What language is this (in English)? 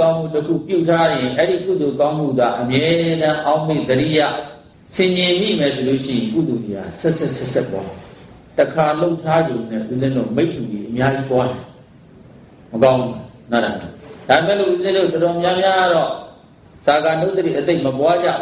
Burmese